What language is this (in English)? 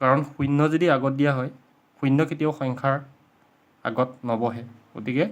Assamese